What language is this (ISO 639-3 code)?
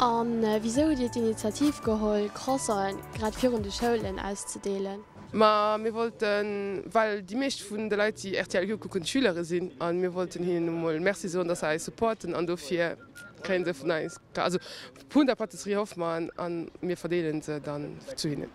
ltz